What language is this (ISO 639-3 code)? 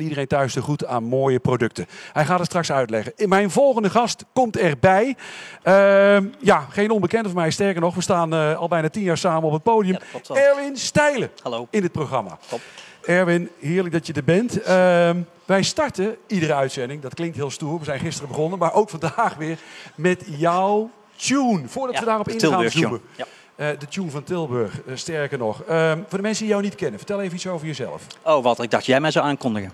nld